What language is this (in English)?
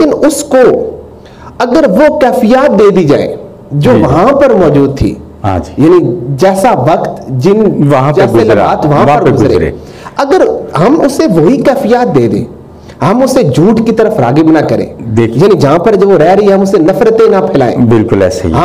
Urdu